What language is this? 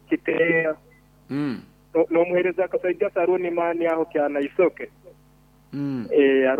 Nyoro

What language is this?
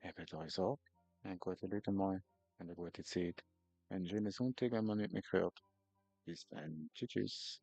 Swiss German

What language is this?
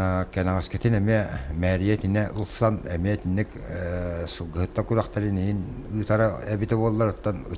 Yakut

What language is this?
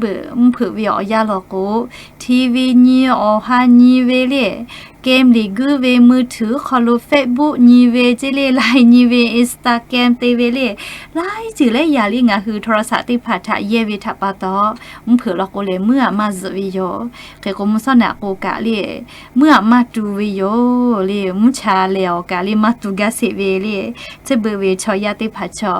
Lahu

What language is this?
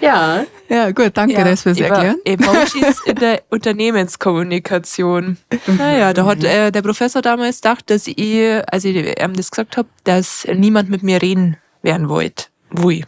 Bavarian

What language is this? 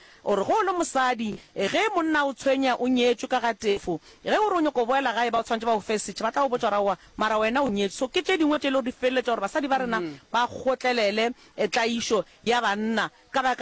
Northern Sotho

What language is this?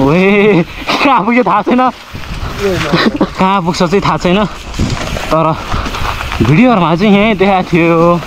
Nepali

